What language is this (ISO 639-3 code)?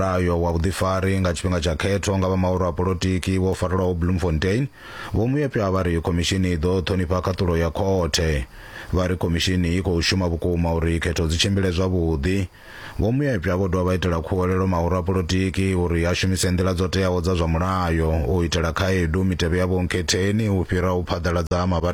ven